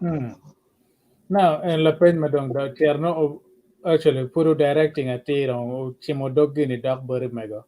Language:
Acoli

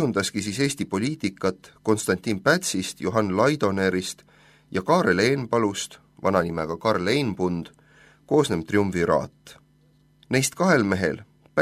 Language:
Estonian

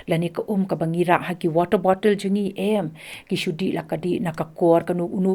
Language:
Khasi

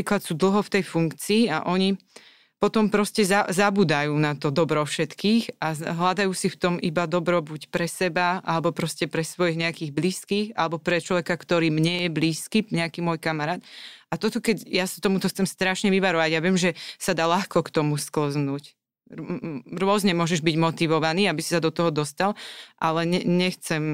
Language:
Slovak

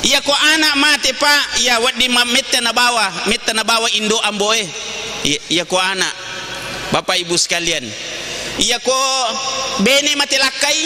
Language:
Buginese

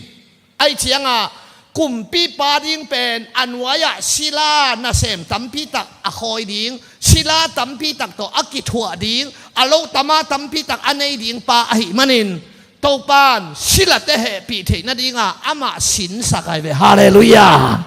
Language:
Tedim Chin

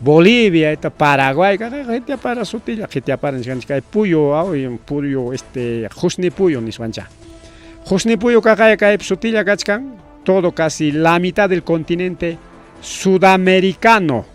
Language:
Ayacucho Quechua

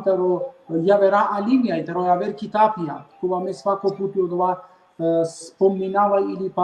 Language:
Balkan Romani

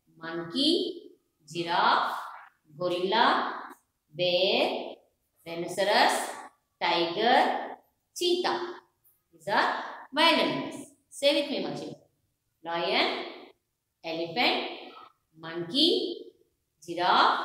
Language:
English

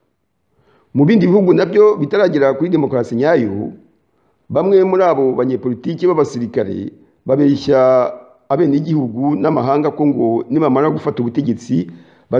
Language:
Kinyarwanda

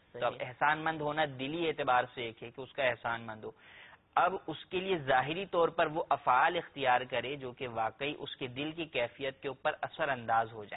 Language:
Urdu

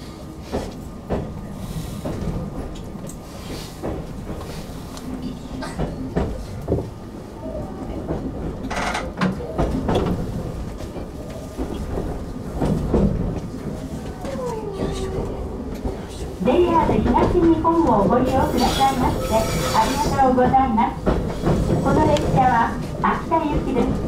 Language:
Japanese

